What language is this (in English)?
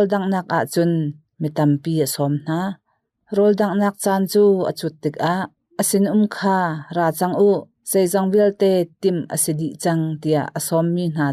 Hakha Chin